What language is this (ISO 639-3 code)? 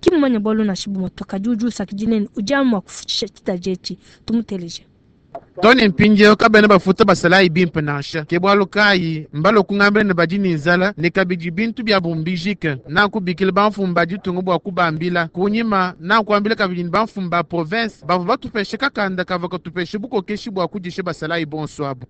lua